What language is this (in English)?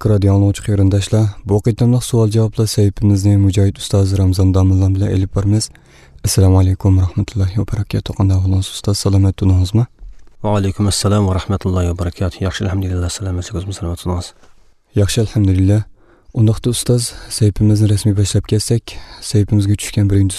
Uyghur